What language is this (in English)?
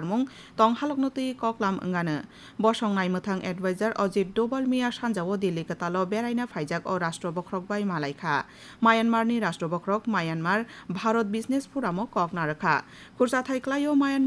Kok Borok